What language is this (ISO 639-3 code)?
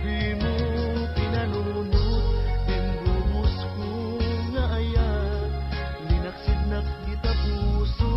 ilo